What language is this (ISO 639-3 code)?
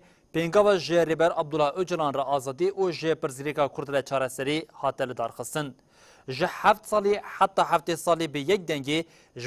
kur